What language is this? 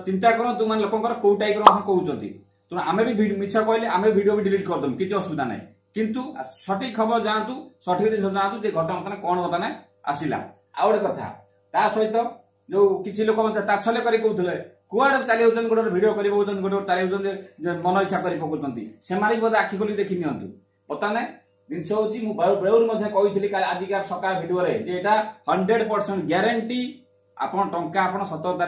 Odia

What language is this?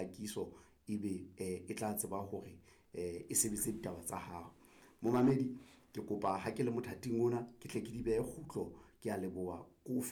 Southern Sotho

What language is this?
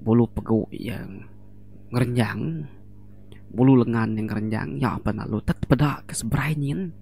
Iban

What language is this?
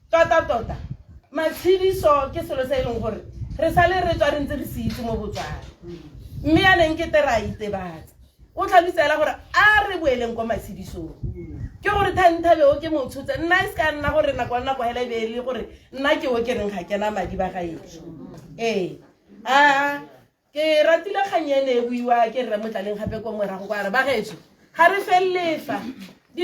Tswana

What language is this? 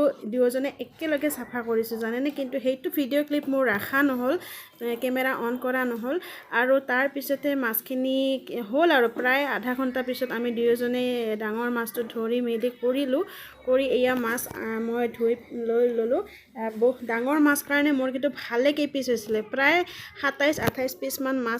Assamese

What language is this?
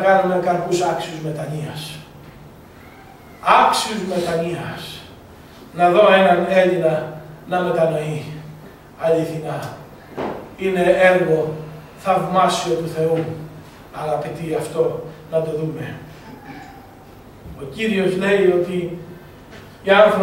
Greek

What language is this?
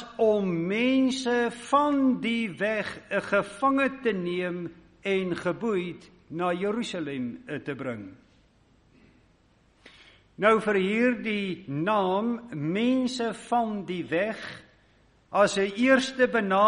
Afrikaans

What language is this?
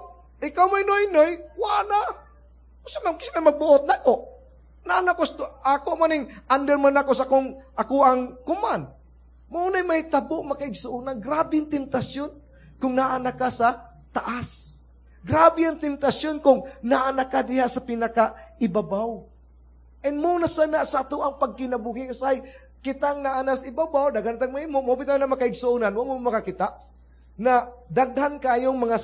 Cebuano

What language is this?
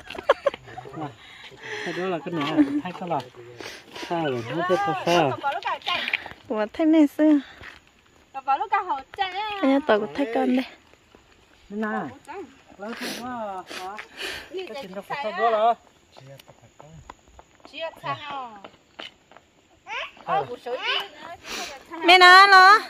Vietnamese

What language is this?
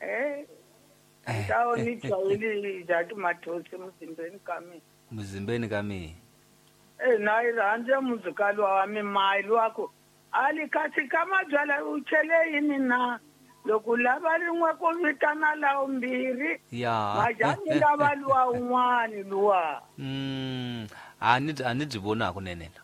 Tsonga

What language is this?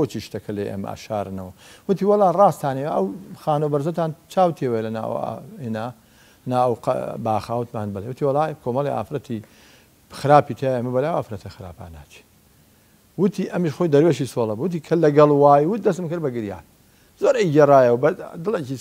Central Kurdish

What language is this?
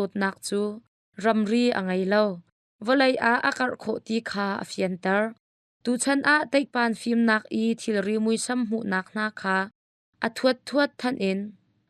Hakha Chin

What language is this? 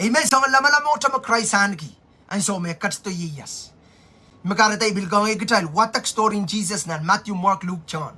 Pohnpeian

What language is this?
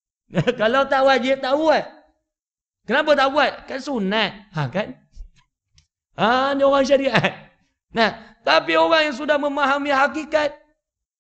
Malay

